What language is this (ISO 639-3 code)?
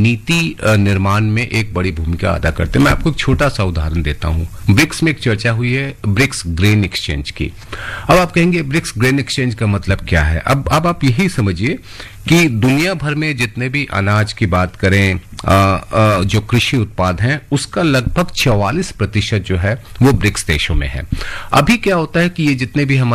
hin